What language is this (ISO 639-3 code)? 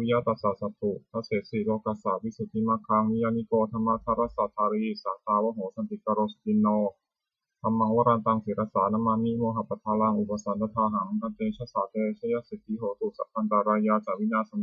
pli